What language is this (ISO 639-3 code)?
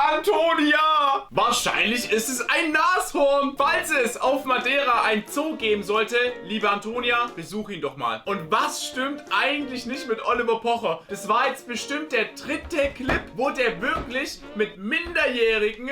gsw